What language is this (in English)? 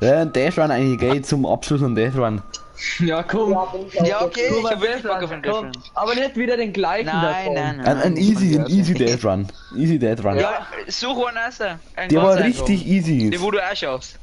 Bavarian